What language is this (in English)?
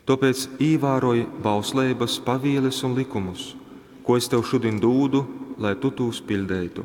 Latgalian